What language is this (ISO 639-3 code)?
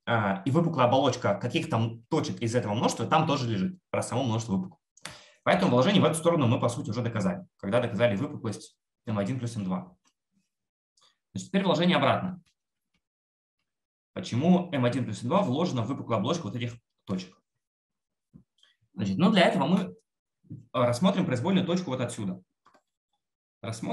rus